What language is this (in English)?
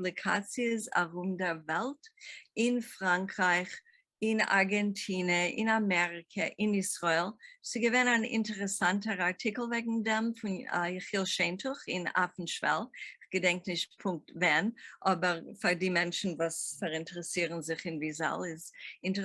Yiddish